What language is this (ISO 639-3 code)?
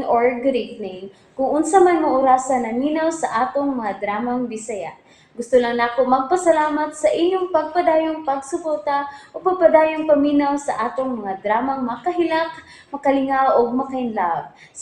ceb